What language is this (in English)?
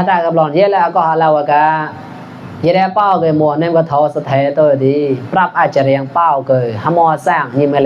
Mon